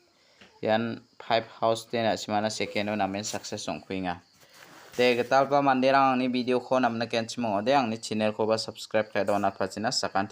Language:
Garo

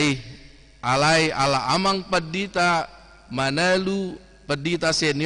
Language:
Batak Toba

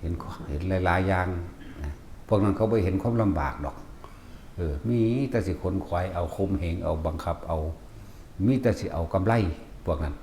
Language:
Northeastern Thai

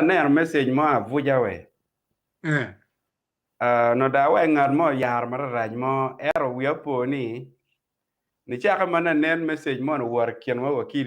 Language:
Acoli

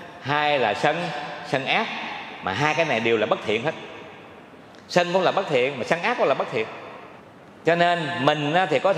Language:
Vietnamese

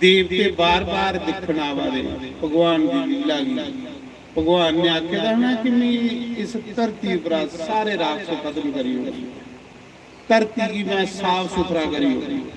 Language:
Dogri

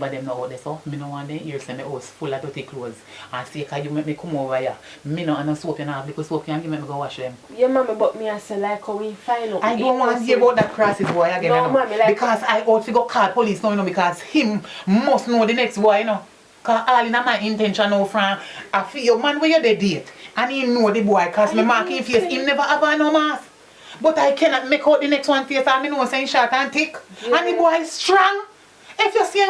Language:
Jamaican Creole English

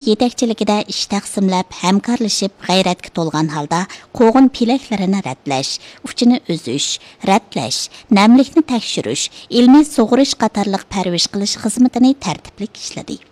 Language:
Uyghur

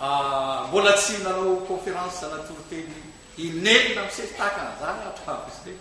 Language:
Malagasy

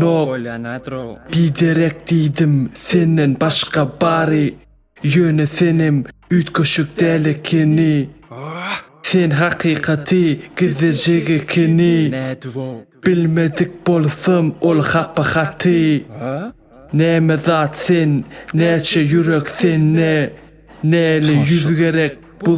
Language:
Turkmen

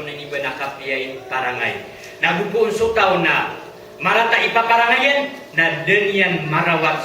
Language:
Maranao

